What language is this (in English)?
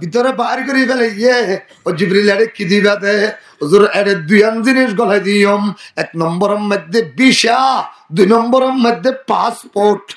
Rohingya